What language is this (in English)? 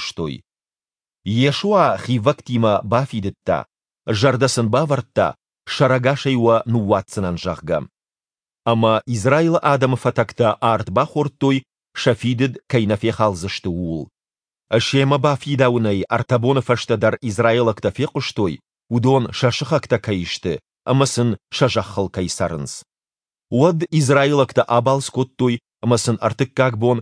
Ossetic